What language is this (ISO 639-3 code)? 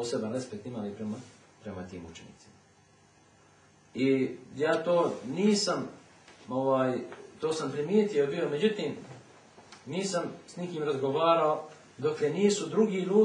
bos